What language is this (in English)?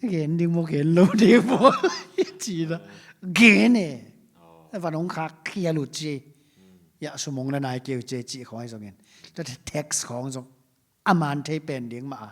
Tedim Chin